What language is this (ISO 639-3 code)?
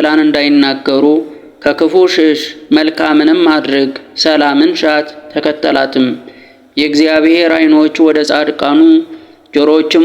amh